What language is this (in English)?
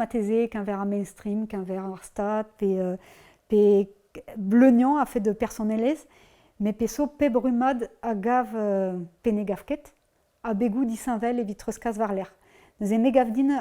Breton